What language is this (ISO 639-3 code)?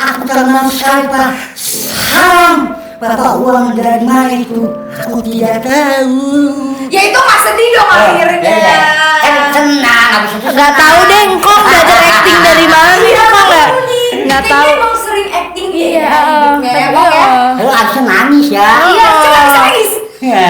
bew